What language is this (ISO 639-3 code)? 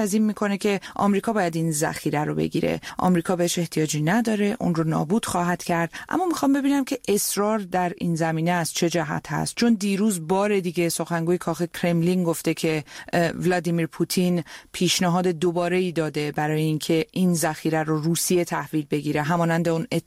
fas